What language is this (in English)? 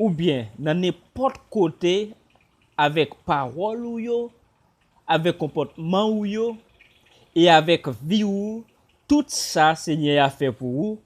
Haitian Creole